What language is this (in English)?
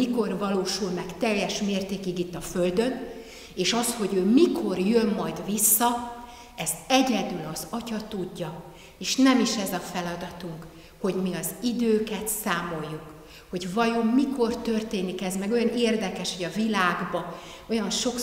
Hungarian